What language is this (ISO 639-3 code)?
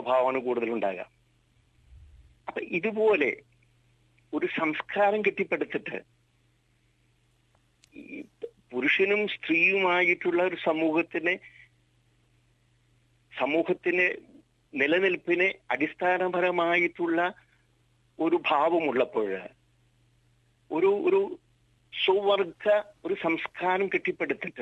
mal